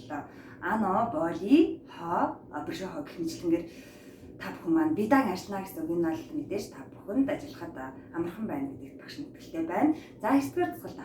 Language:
Mongolian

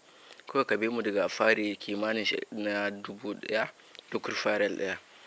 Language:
Hausa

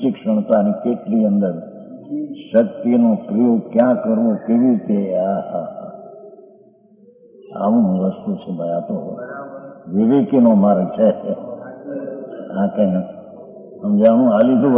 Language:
Gujarati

